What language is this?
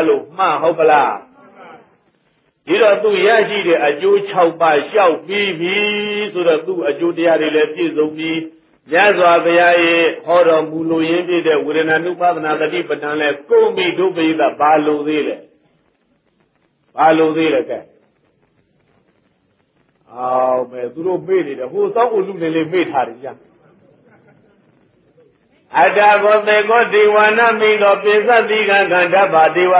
Burmese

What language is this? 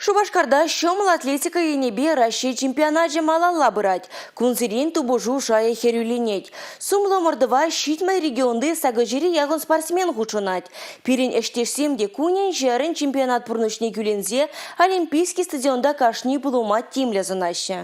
Chuvash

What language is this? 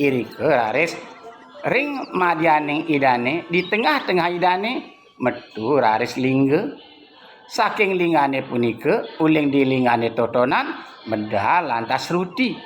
Balinese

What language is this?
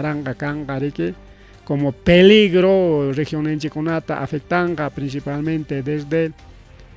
Ayacucho Quechua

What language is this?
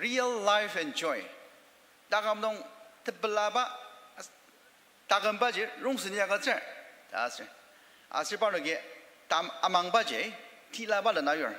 Ao Naga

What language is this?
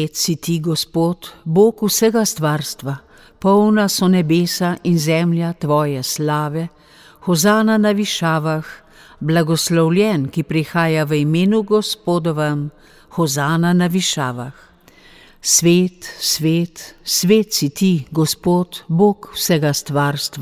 Slovenian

